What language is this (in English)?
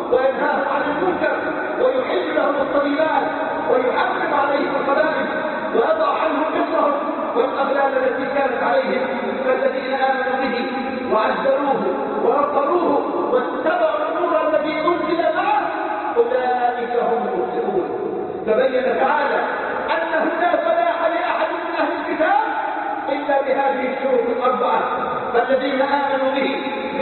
Arabic